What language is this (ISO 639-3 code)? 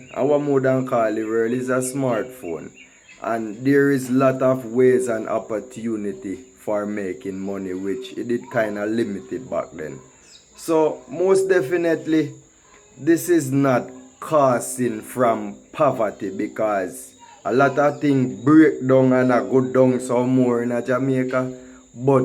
jam